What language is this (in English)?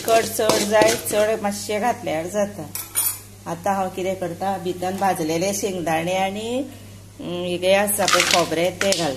Konkani